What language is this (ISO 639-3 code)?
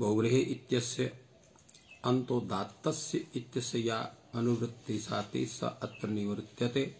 san